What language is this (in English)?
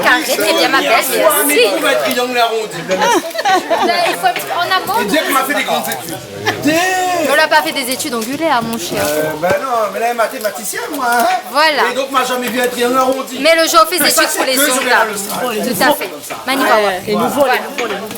Réunion Creole French